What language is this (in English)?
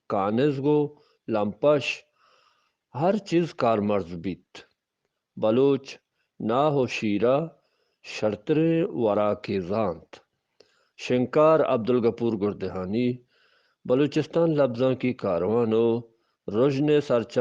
Eastern Balochi